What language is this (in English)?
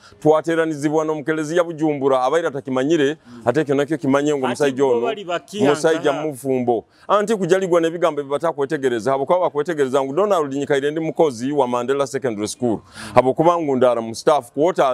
Nyoro